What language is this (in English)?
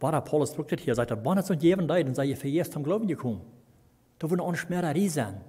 Plautdietsch